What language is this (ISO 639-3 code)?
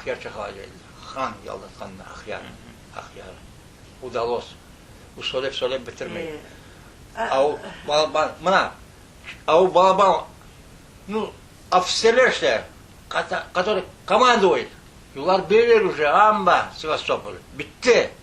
crh